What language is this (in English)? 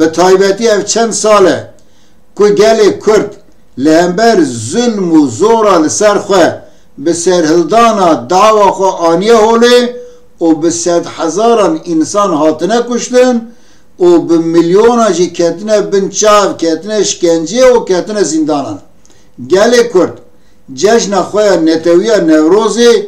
Kurdish